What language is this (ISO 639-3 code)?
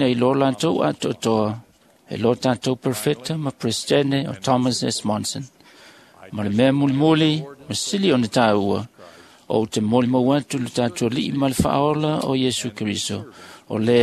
smo